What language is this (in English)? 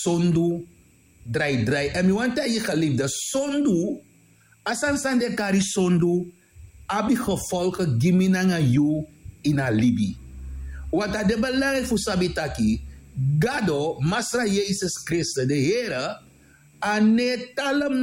Sranan Tongo